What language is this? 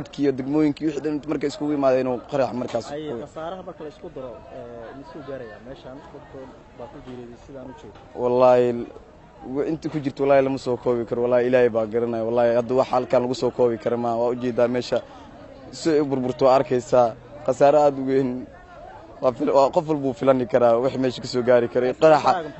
Somali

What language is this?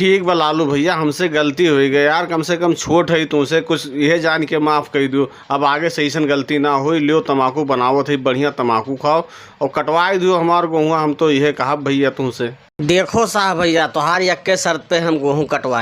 Bhojpuri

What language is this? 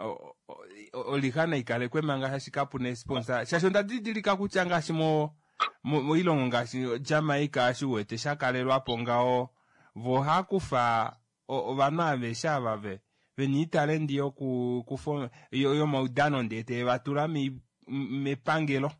Kuanyama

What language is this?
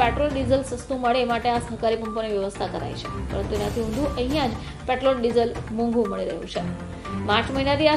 Gujarati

